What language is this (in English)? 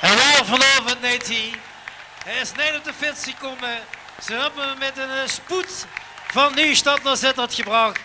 Limburgish